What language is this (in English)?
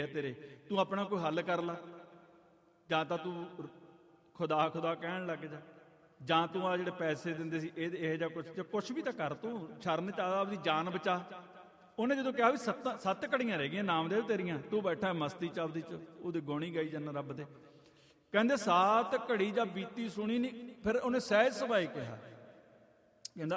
Punjabi